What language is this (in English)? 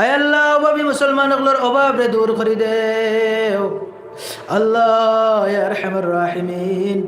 Sylheti